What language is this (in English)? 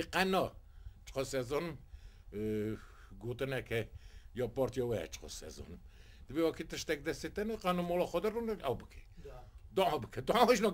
Kurdish